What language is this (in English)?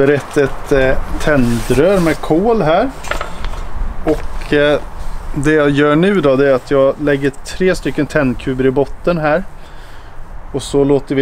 Swedish